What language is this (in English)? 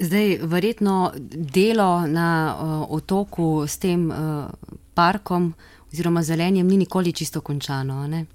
Slovenian